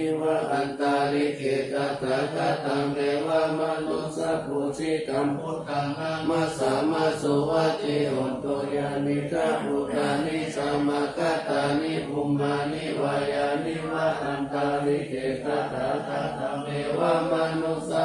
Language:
Pali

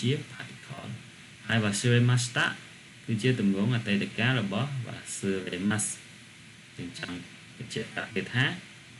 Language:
Khmer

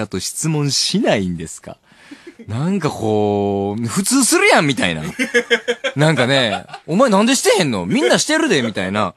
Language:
Japanese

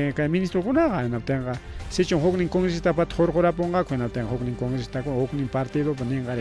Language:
Ayacucho Quechua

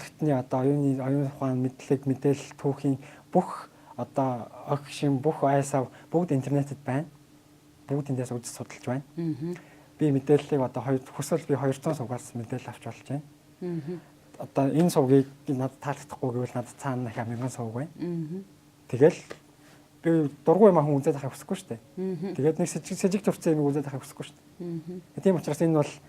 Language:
Mongolian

